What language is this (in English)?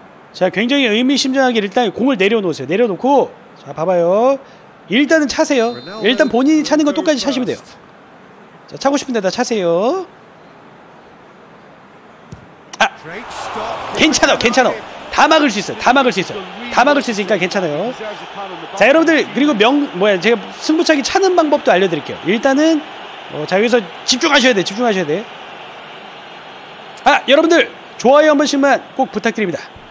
Korean